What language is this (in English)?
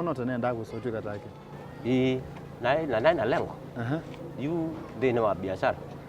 Kamba